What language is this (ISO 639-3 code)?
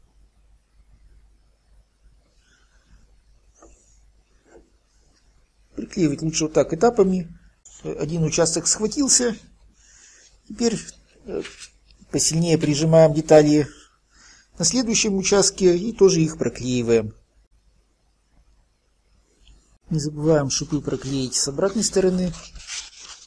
rus